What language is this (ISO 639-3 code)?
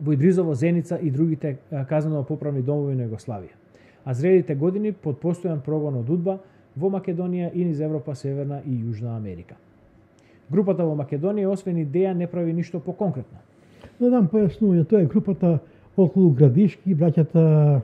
mkd